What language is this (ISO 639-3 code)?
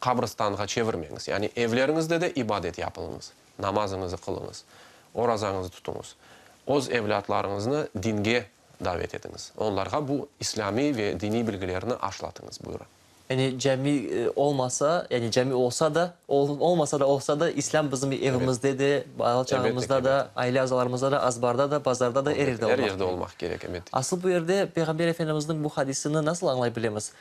crh